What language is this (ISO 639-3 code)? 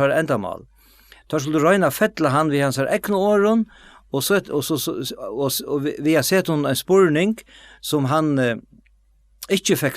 fao